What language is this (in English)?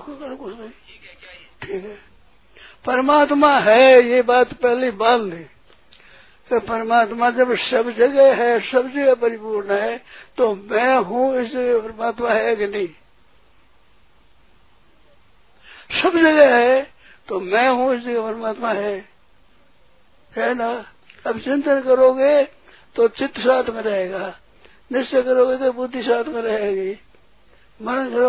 Hindi